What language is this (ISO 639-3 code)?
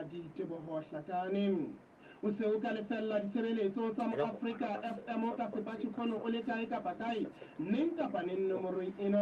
sot